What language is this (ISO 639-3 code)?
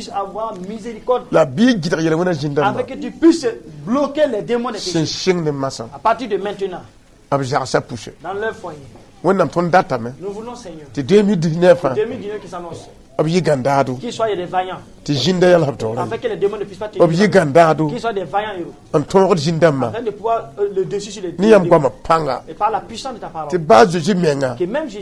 mos